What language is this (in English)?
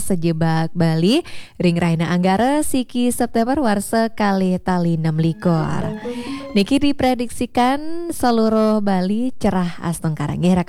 Balinese